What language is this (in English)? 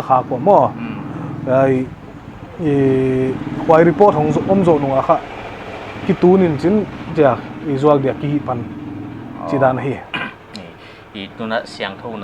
Paite Chin